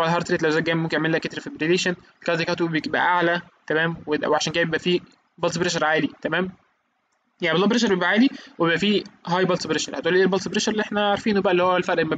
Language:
Egyptian Arabic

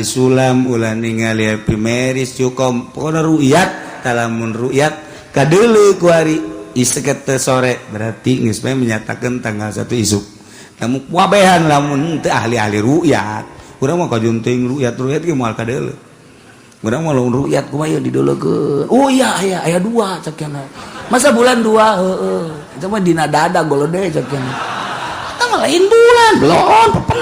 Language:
Sundanese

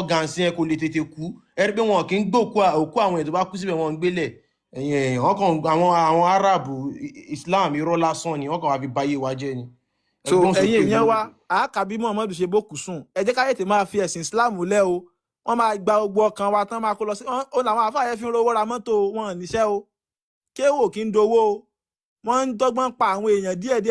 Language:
Yoruba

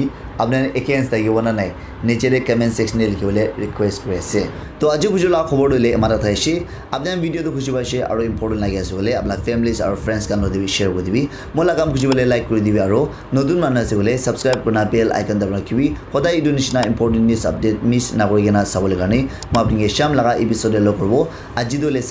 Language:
Naga Pidgin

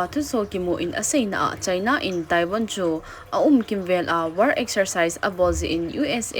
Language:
Thado Chin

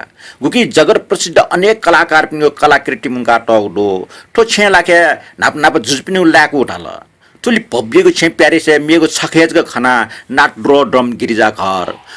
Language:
Newari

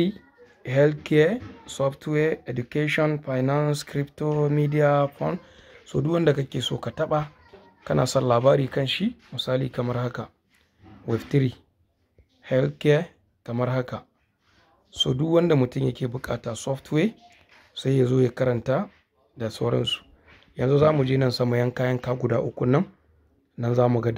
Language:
Hausa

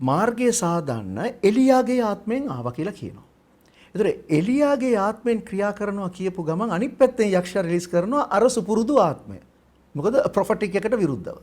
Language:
Sinhala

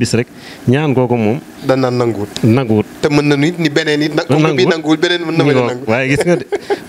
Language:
Wolof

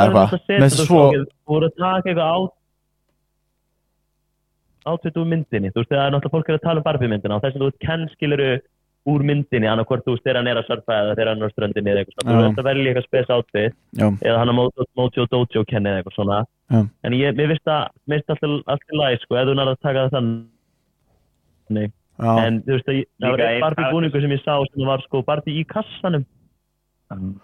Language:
Icelandic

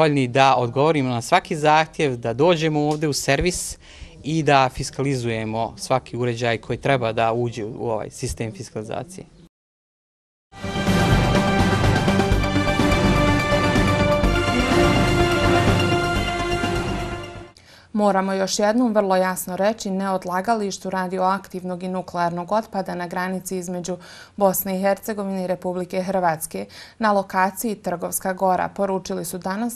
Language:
Bosnian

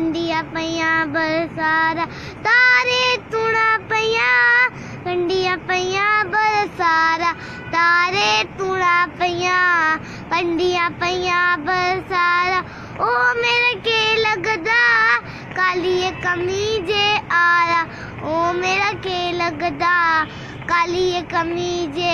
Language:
Dogri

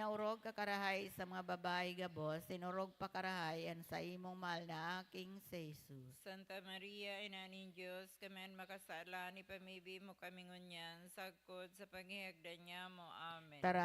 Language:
Bikol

